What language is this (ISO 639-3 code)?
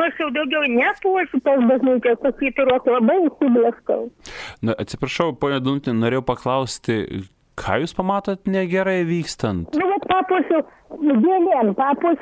lit